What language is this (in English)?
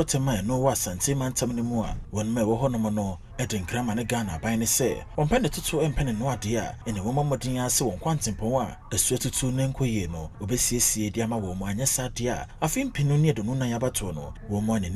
Akan